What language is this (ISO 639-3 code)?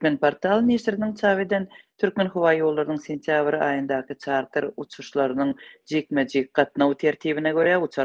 tuk